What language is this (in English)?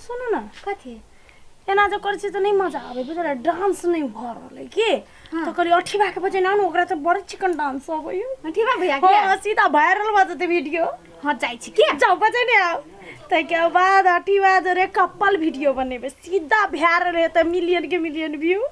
Maithili